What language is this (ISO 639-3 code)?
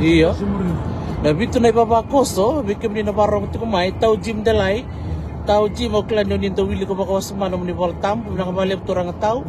fij